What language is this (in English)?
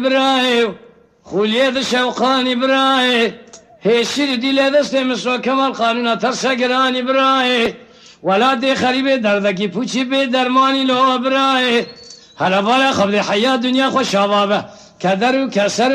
Kurdish